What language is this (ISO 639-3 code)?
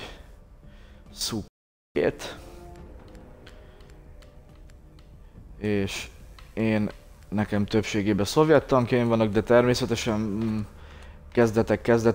hun